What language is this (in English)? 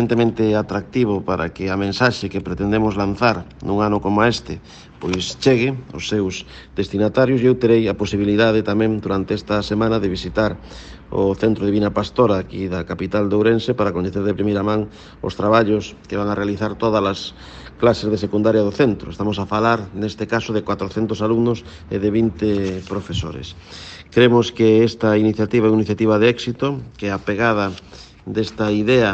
Galician